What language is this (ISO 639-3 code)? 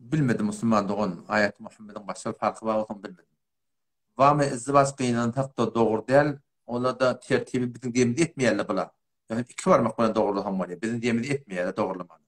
tuk